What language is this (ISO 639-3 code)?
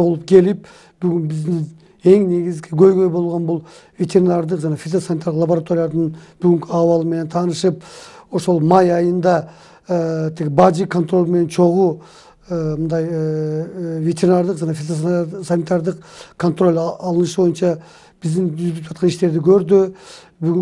kir